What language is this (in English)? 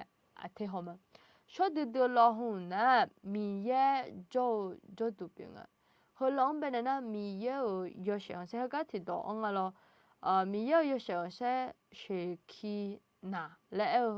Akha